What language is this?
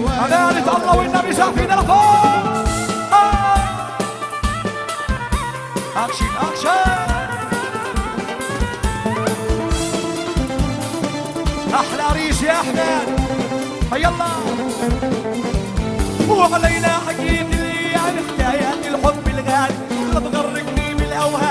South Levantine Arabic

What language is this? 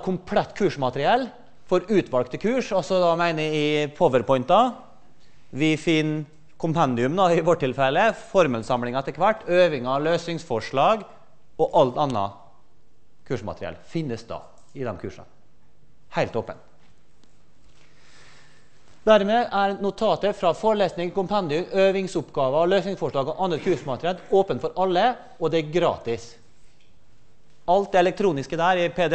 Norwegian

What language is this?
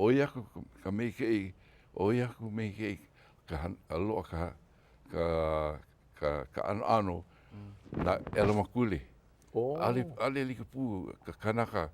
Hawaiian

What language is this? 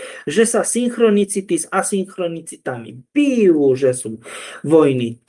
Slovak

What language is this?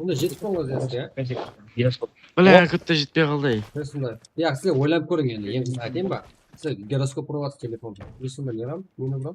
Kara-Kalpak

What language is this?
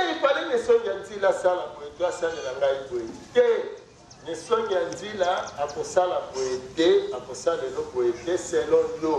Lingala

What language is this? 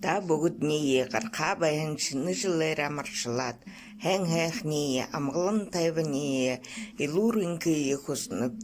Buriat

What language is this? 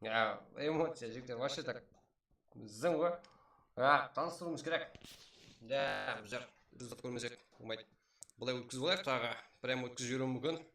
Kara-Kalpak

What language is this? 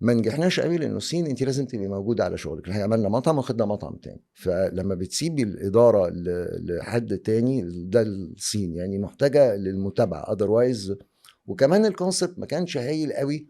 Egyptian Arabic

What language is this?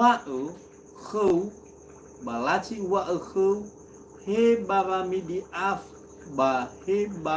Nias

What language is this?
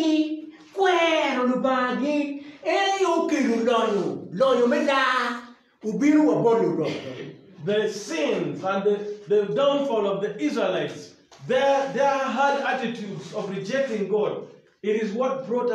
Acoli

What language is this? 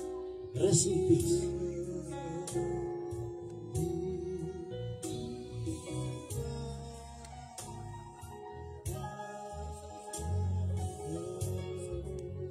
Afrikaans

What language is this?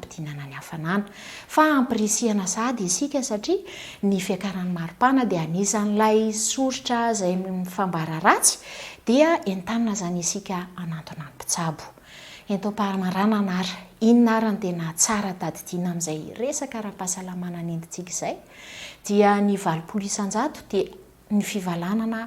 Malagasy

